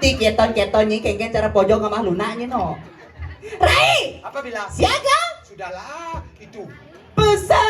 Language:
Balinese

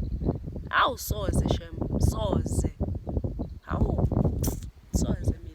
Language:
Zulu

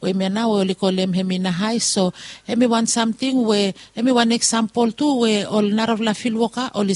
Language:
Bislama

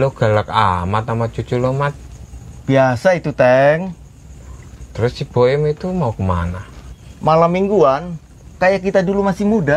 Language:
Betawi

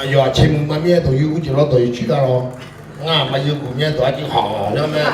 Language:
Akha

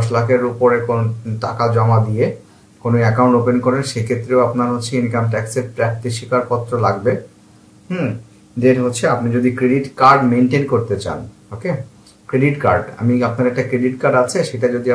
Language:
Bangla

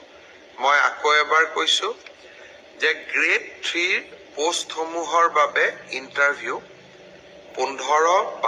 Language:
Assamese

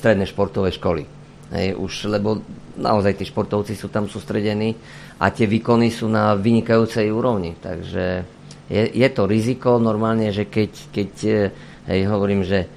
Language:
Slovak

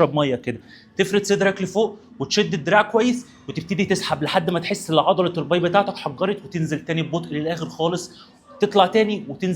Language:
Egyptian Arabic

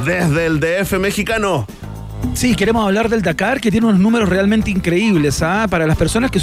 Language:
Spanish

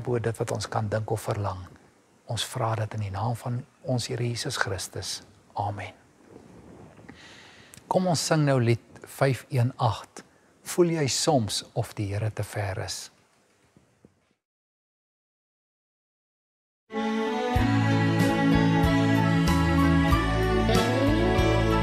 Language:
Afrikaans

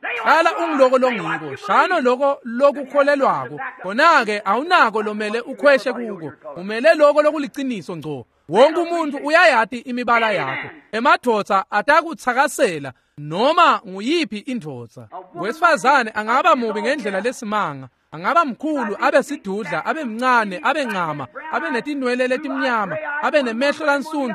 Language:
Swati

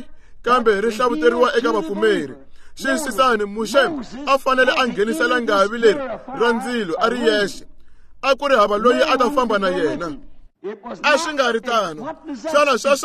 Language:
Tsonga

